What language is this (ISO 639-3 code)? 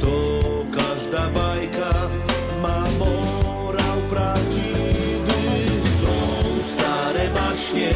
szl